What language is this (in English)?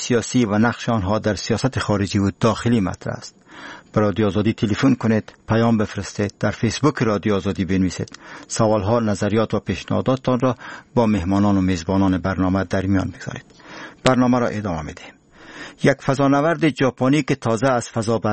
Persian